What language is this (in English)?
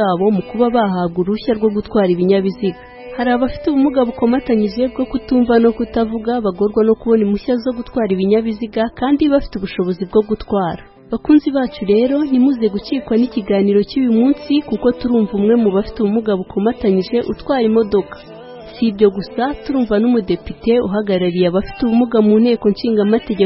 Kinyarwanda